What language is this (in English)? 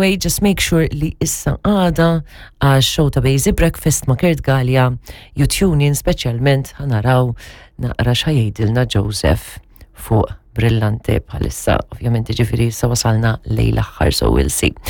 Maltese